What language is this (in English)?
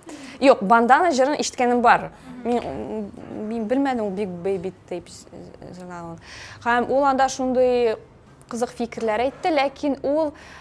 Tatar